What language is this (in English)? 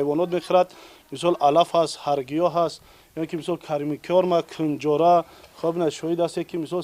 Tajik